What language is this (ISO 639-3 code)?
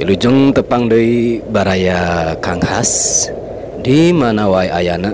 sun